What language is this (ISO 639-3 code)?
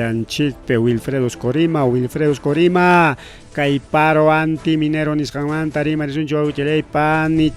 quy